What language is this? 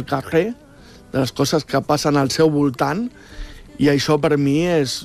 Catalan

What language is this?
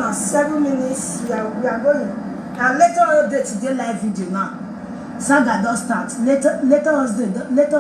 Nigerian Pidgin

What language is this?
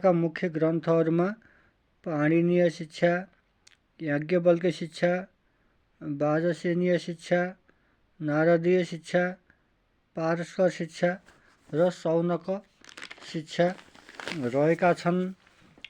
Nepali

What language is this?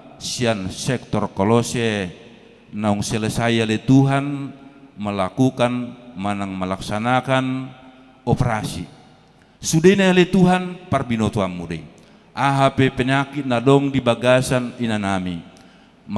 Batak Toba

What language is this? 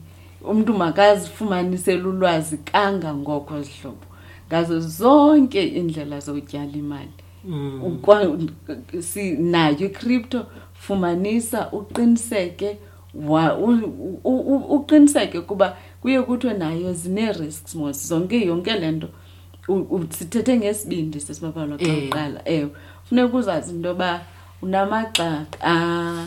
Xhosa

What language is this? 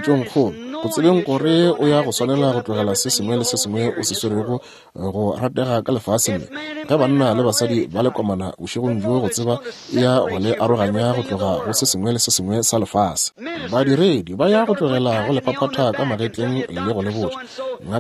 Northern Sotho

